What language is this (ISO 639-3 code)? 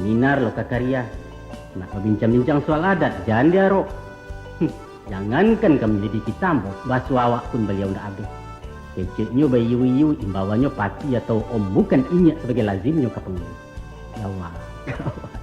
min